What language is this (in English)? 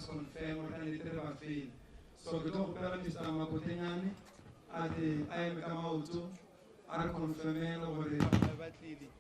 Northern Sotho